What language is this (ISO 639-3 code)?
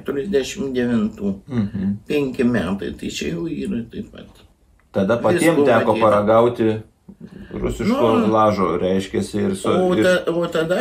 lit